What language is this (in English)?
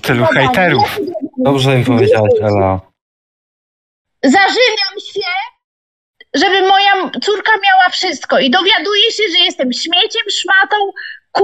Polish